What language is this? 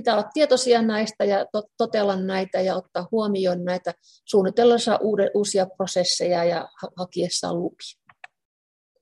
Finnish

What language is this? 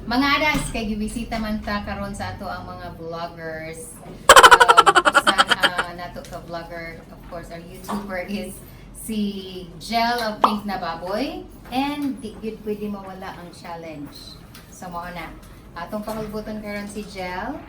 Cebuano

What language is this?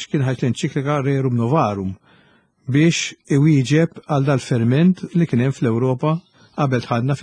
Maltese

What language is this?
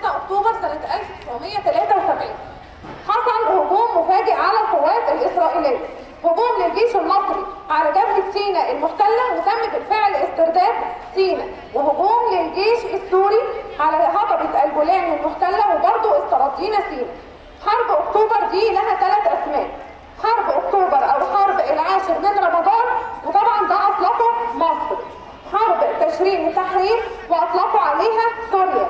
Egyptian Arabic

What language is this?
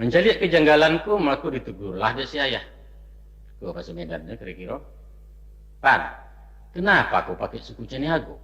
Minangkabau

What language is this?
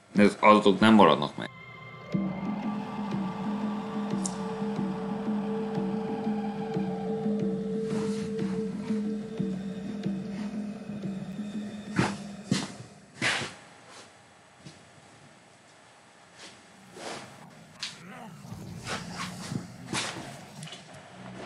Hungarian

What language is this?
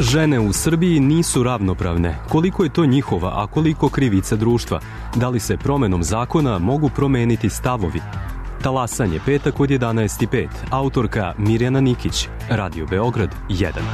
Serbian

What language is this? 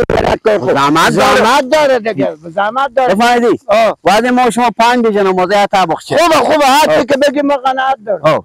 Persian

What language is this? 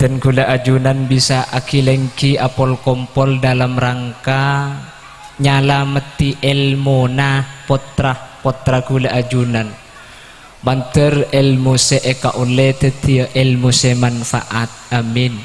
Madurese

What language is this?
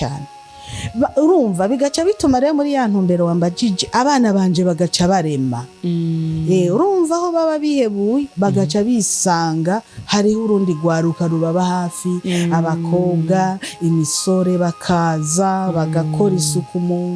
Rundi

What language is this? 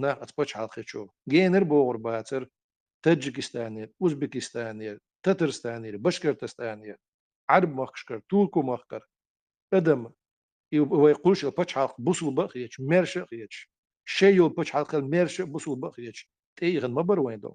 Chechen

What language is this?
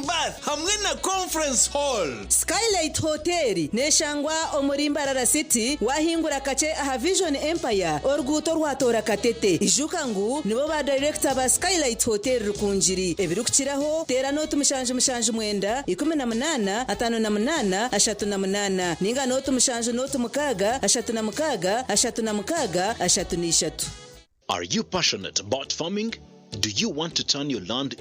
Nyankole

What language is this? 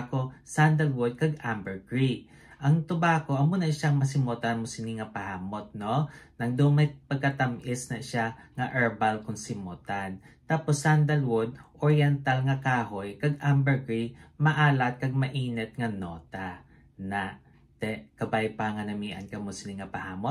Hiligaynon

